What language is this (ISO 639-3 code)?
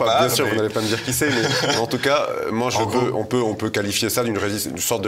fra